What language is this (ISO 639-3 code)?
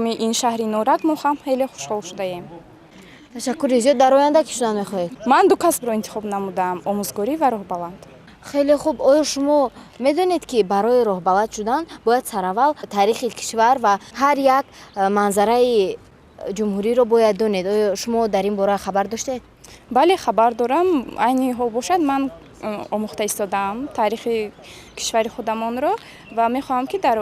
tgk